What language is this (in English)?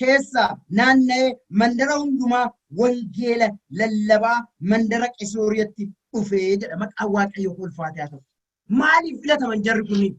Oromo